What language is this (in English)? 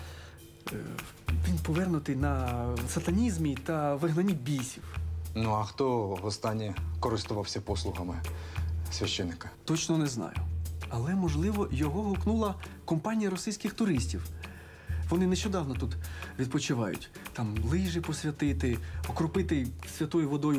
Ukrainian